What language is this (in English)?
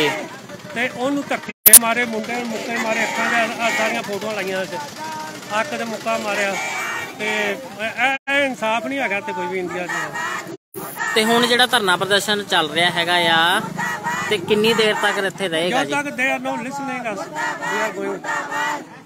Punjabi